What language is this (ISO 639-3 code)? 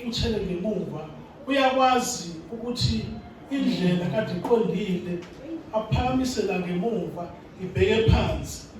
zul